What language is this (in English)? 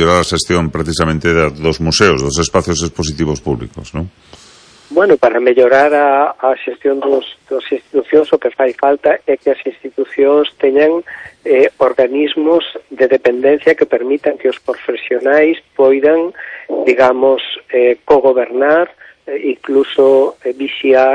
Galician